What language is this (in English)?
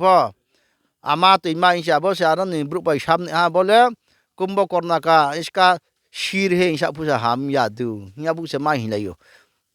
Riang (India)